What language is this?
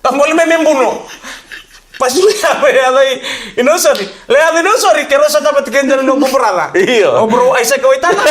Fijian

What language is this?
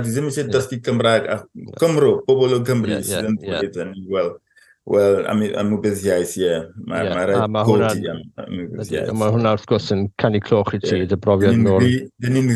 Welsh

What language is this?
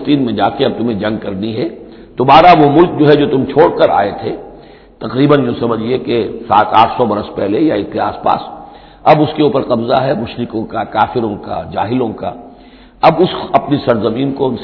Urdu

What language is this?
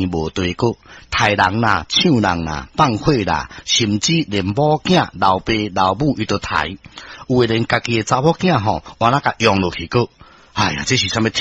Min Nan Chinese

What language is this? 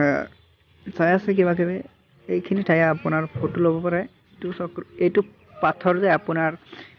Assamese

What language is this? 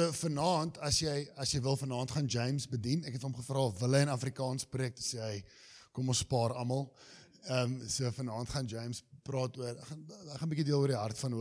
Afrikaans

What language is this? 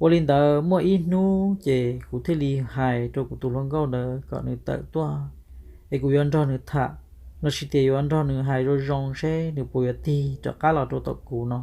Hmong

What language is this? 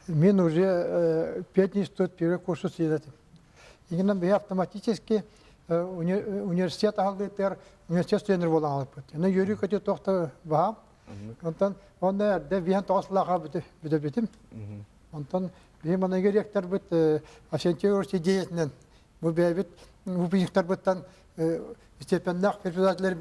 Yakut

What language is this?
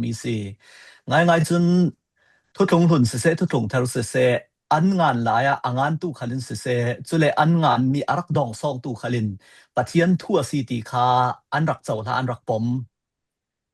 Falam Chin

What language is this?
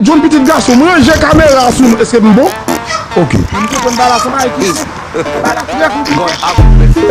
Haitian Creole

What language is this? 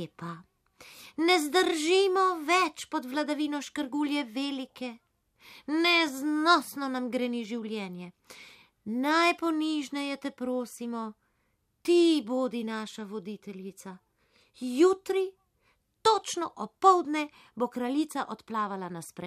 Slovenian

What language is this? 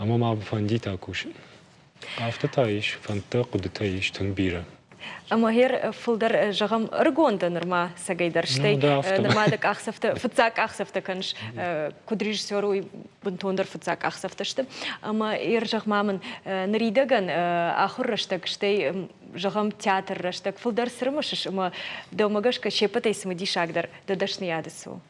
Ossetic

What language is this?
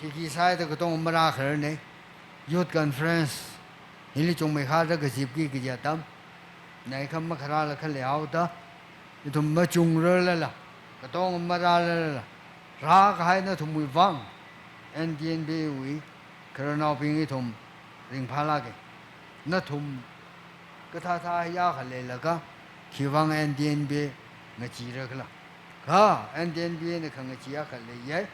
Tangkhul Naga (India)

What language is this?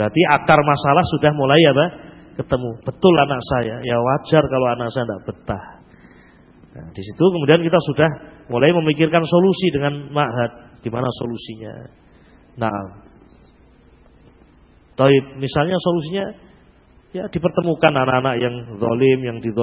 Indonesian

